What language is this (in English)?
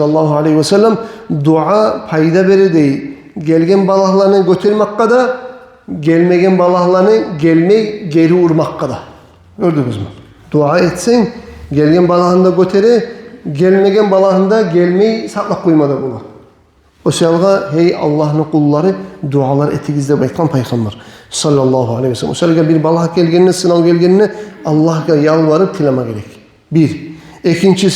Kumyk